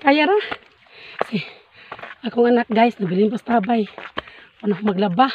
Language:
Cebuano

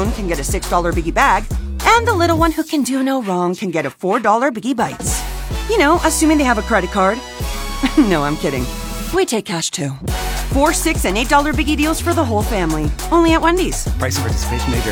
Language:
English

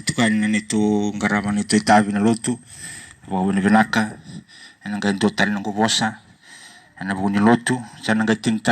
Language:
Fijian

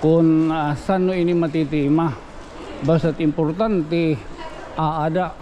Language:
Waray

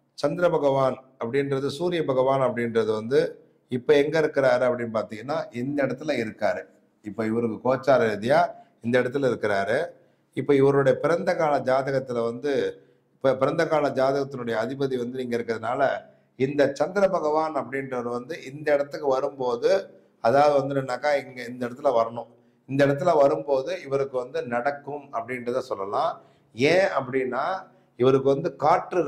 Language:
Tamil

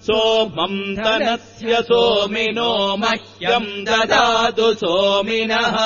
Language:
Sanskrit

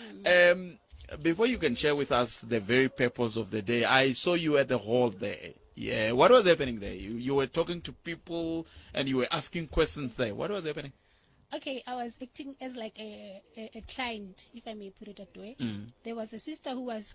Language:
Tsonga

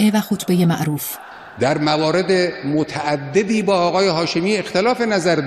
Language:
Persian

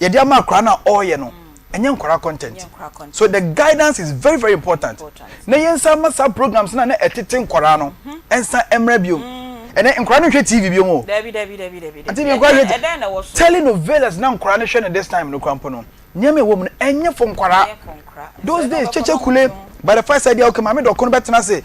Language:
Akan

